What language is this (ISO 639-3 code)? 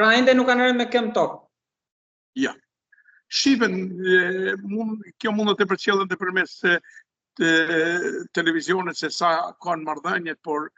sqi